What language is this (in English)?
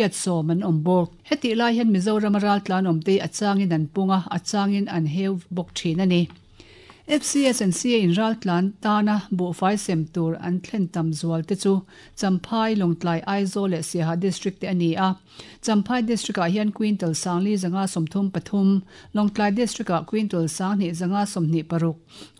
Mizo